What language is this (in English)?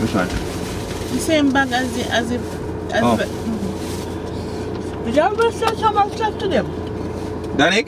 Jamaican Creole English